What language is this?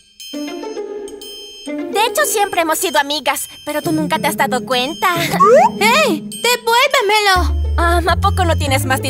Spanish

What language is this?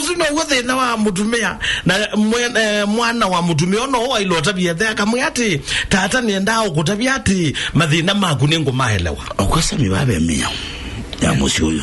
Kamba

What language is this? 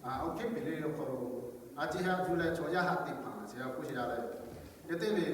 Lahu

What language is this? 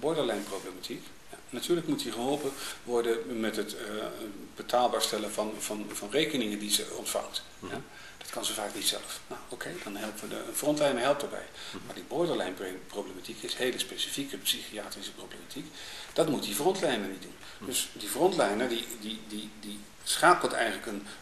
Dutch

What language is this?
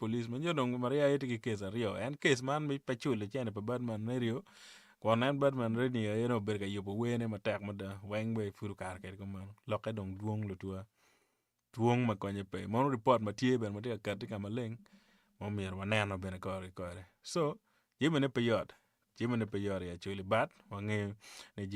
Acoli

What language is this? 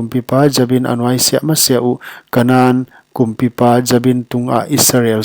Paite Chin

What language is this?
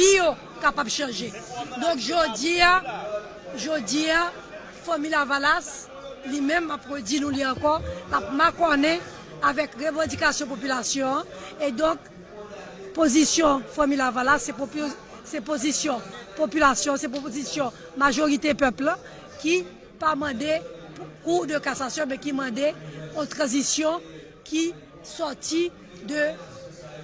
Haitian Creole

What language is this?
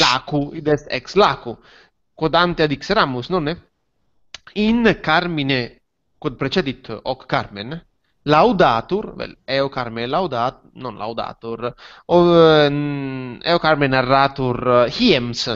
Latin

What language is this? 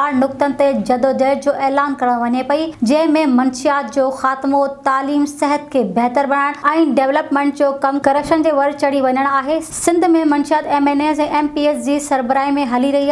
Sindhi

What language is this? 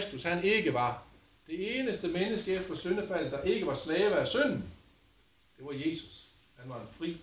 Danish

